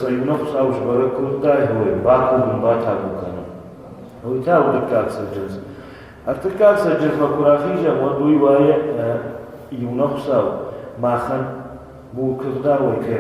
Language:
Ossetic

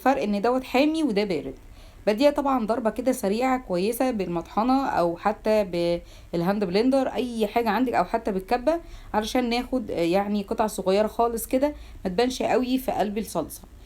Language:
Egyptian Arabic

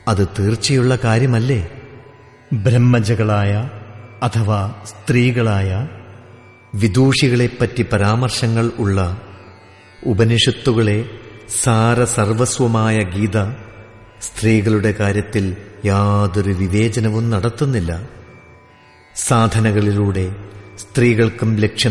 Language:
Malayalam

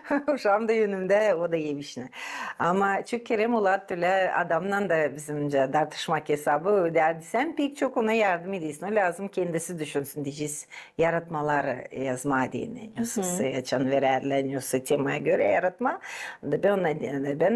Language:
Gagauz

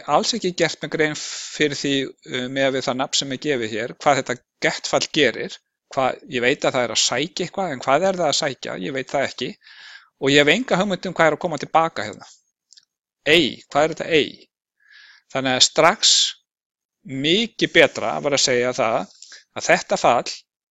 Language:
Icelandic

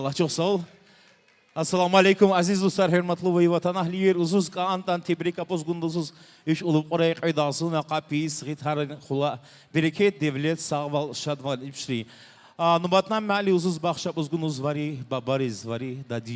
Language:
Tabassaran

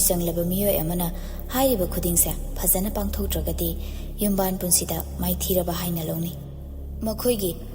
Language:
Manipuri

